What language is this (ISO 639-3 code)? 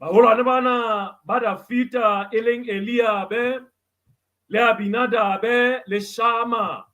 sot